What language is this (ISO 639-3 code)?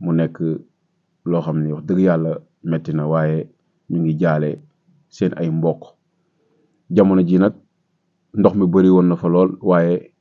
wol